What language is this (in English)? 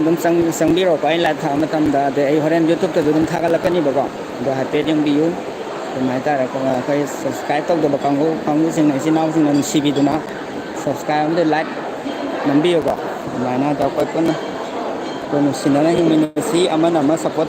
Manipuri